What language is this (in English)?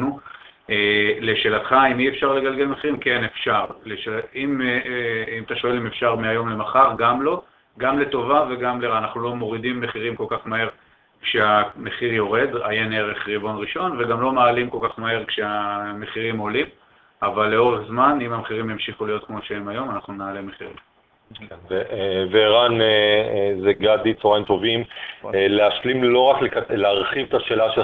Hebrew